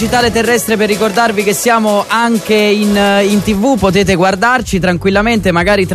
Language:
Italian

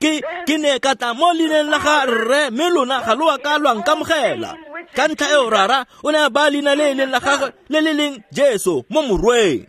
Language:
Tswana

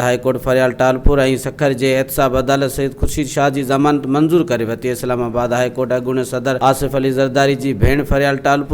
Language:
Sindhi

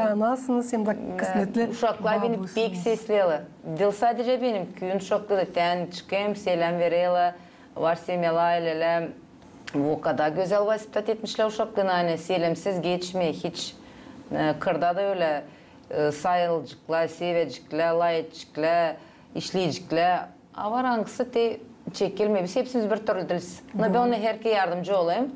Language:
Gagauz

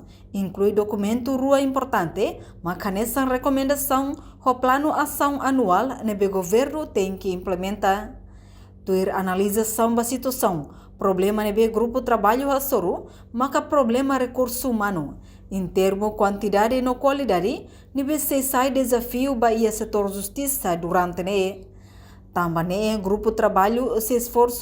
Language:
Tetum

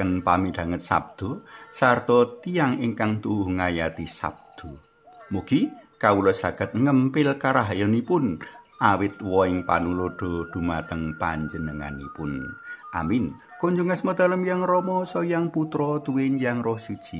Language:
Javanese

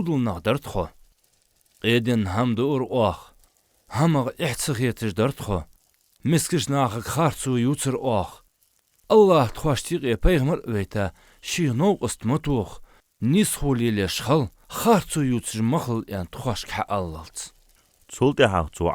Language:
Ingush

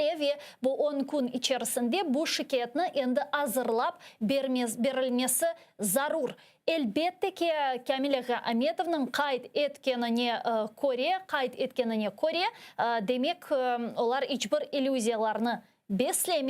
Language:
Crimean Tatar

